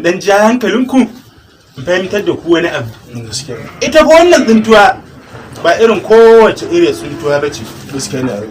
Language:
Hausa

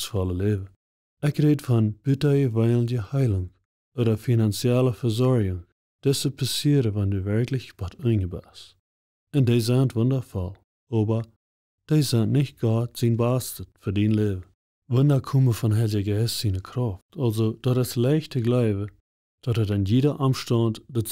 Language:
Plautdietsch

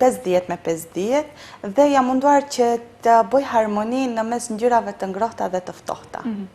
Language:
Albanian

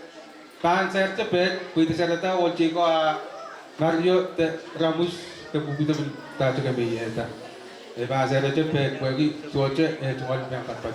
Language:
Pohnpeian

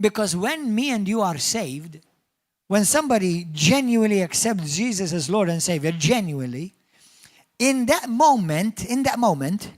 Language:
English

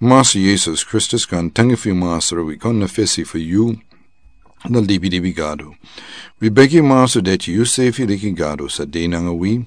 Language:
Sranan Tongo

